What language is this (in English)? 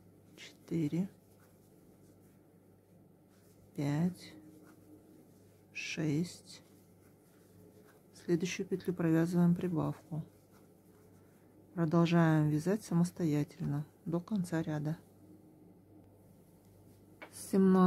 Russian